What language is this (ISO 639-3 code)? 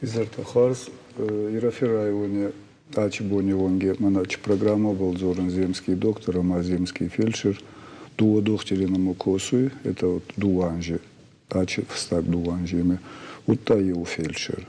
oss